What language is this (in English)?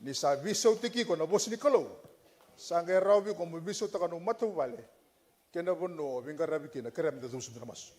Fijian